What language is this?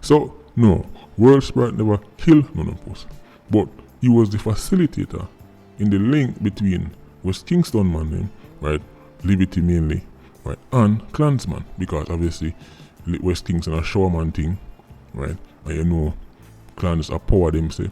Jamaican Creole English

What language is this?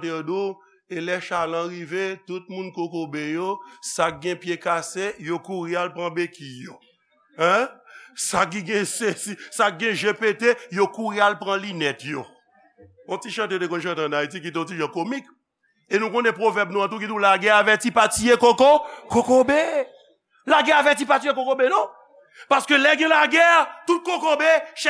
Haitian Creole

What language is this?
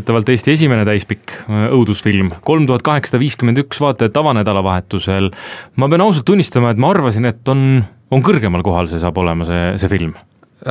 Estonian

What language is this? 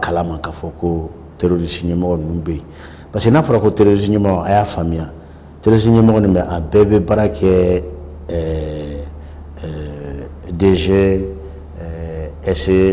Bambara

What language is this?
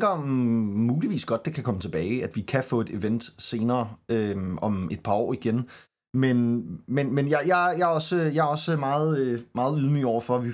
Danish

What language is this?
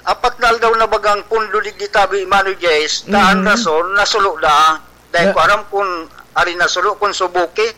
Bikol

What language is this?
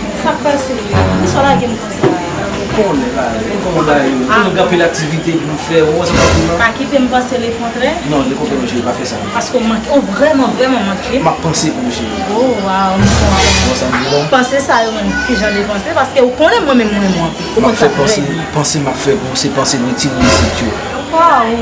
Haitian Creole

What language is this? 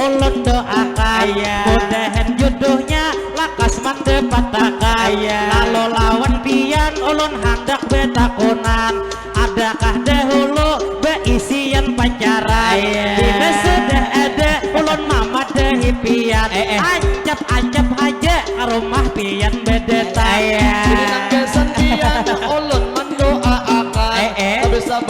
Banjar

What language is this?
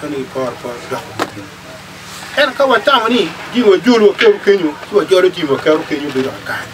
Acoli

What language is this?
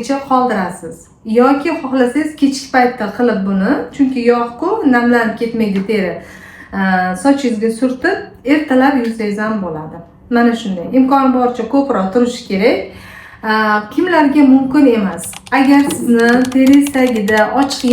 Uzbek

